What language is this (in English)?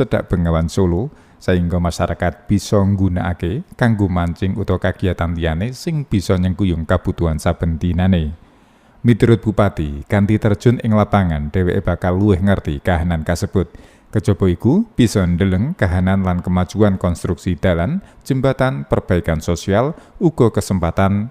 Javanese